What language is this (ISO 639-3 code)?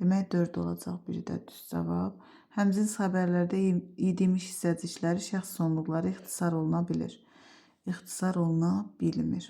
aze